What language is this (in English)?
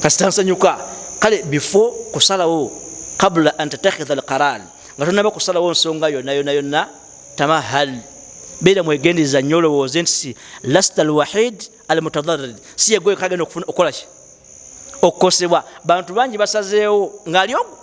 Ganda